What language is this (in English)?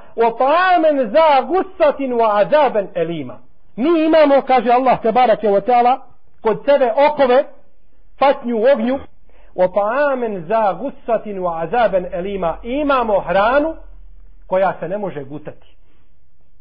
Bosnian